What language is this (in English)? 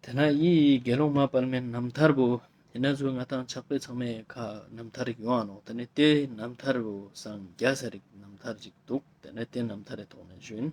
Ladakhi